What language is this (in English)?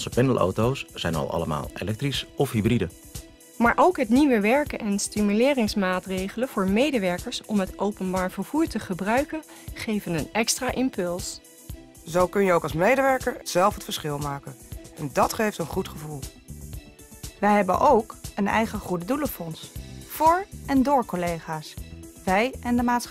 Dutch